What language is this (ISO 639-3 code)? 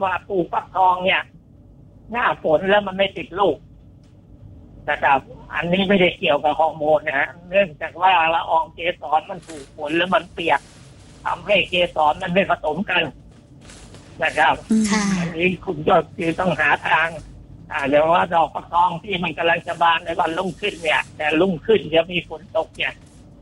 tha